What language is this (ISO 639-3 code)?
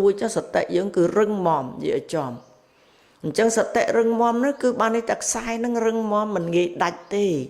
khm